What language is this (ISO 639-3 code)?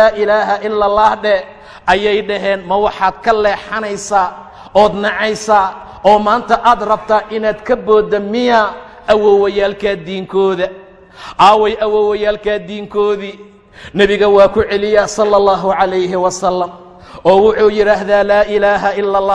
som